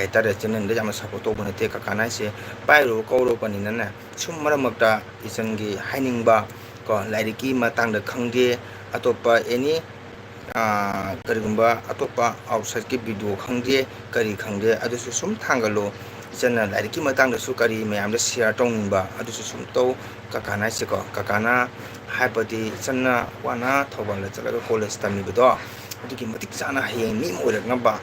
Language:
Manipuri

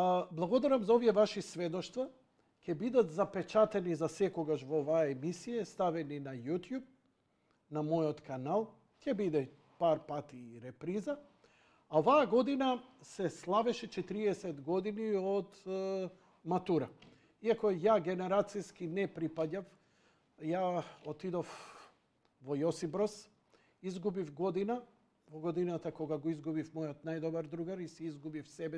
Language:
Macedonian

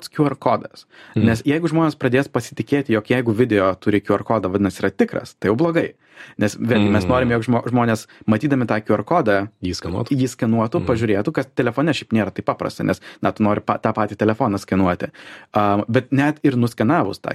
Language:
Lithuanian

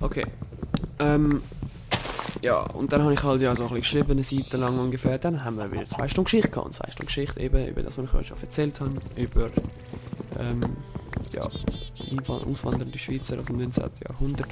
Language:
Swiss German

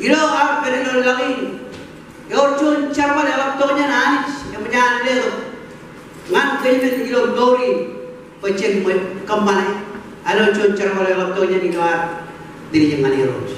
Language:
Marshallese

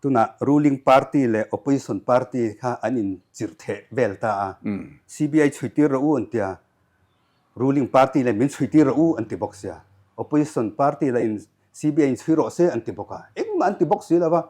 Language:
Mizo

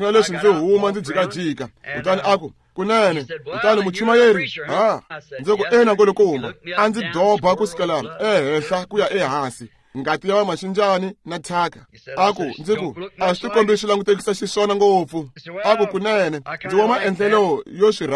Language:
Tsonga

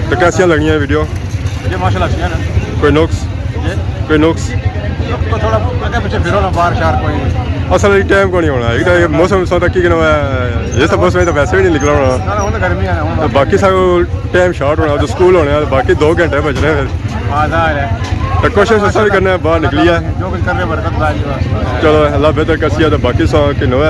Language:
Pahari-Potwari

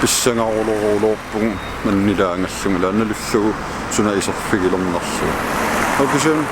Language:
Kalaallisut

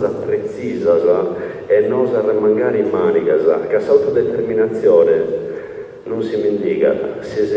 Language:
Sardinian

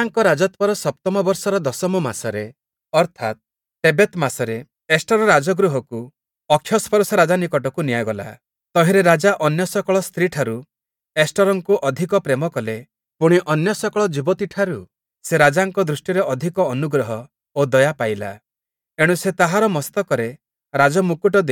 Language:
Odia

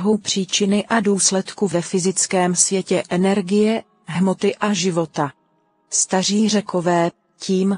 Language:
Czech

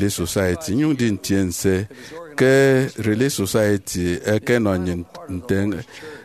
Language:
Efik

